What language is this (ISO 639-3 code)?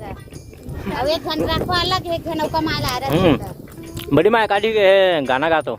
hne